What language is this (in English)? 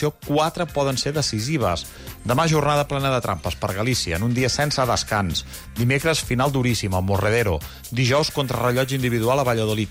Catalan